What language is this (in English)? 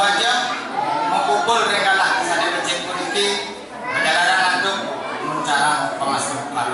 Balinese